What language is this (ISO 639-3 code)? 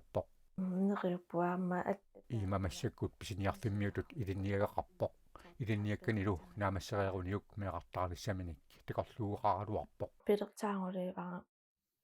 kal